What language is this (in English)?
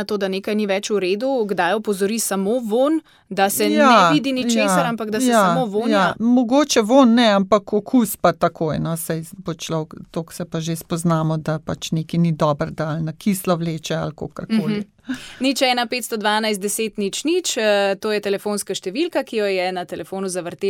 Slovenian